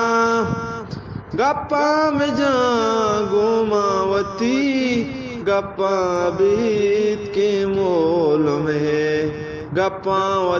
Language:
Eastern Balochi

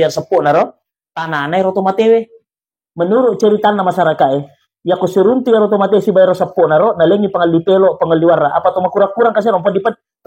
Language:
Buginese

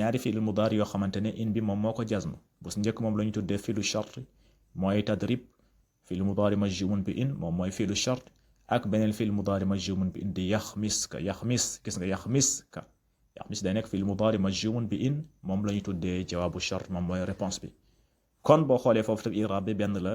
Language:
Wolof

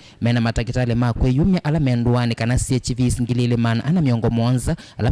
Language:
Kamba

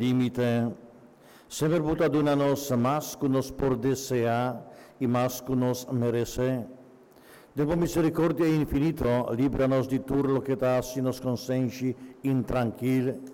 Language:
Papiamento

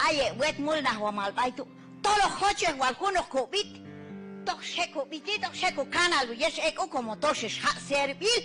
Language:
Q'anjob'al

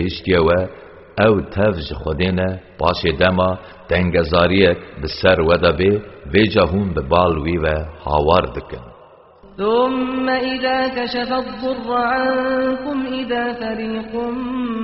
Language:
Kurdish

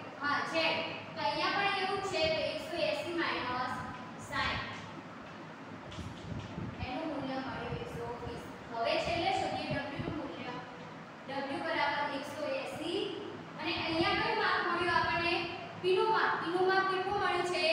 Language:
Gujarati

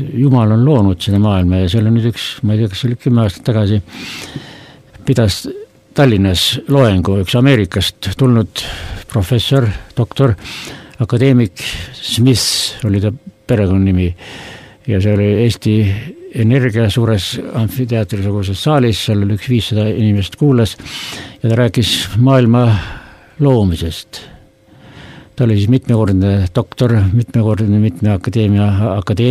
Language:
Estonian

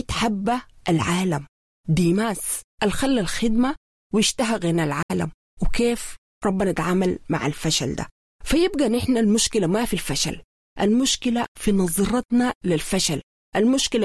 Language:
Sudanese Arabic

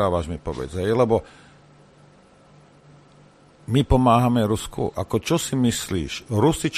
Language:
Slovak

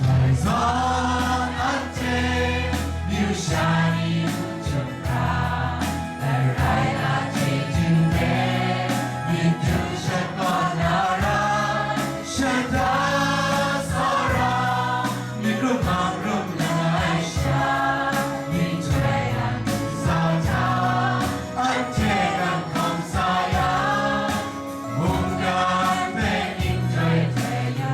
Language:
Kachin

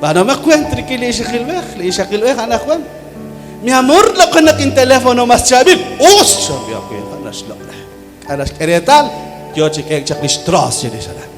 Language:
Kekchí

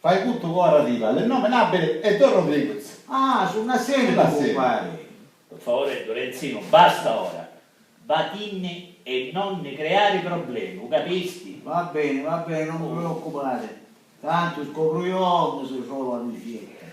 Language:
Sicilian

